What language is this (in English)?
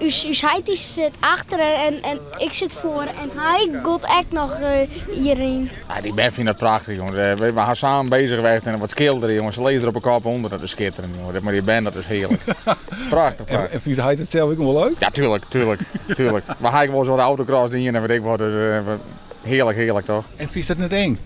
Western Frisian